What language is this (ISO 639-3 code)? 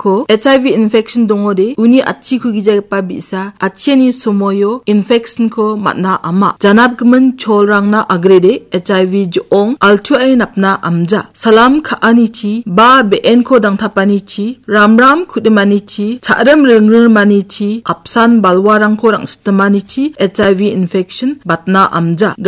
grt